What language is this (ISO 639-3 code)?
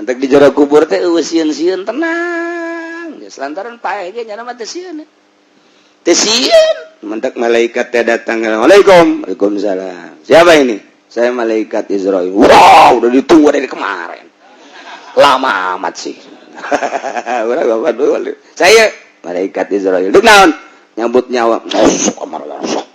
sun